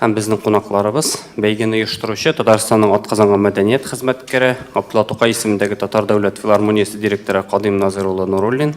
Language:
Tatar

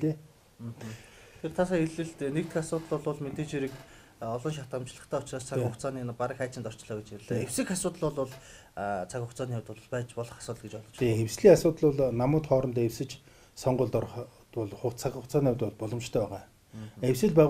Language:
Mongolian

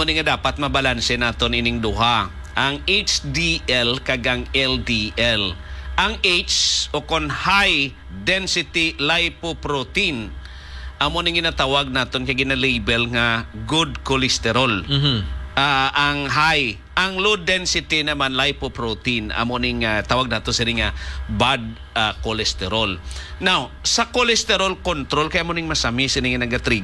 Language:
Hiligaynon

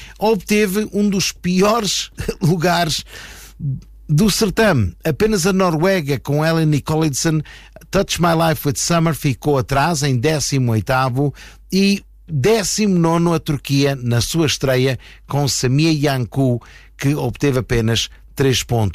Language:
Portuguese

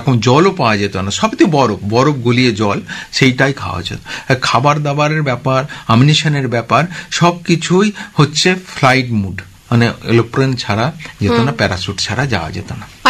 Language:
Bangla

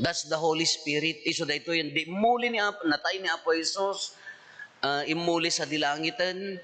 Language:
Iloko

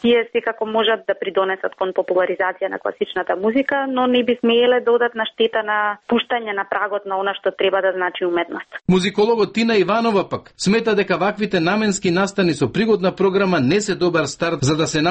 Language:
Macedonian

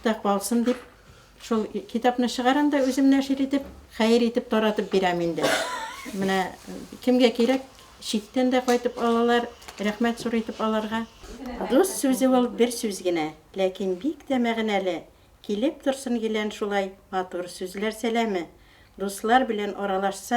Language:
Bashkir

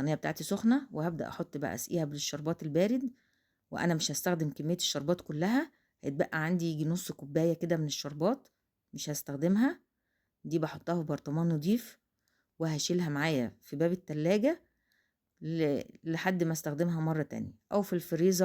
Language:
Egyptian Arabic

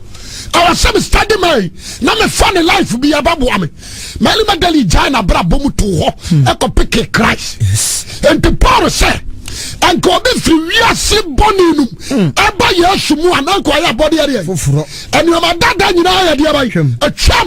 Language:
Akan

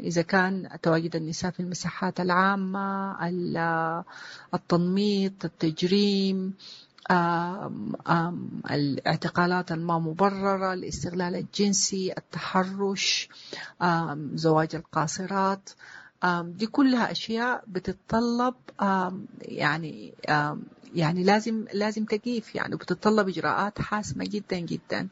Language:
Sudanese Arabic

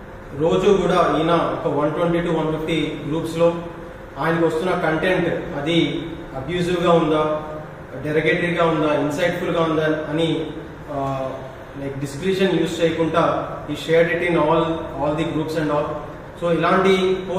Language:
Telugu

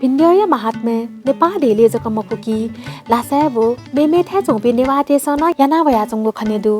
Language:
Newari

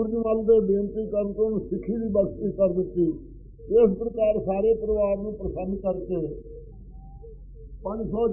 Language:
Punjabi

